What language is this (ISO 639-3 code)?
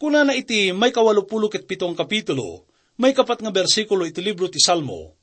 ilo